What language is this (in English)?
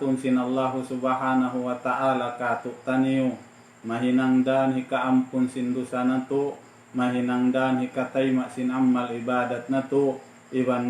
Tausug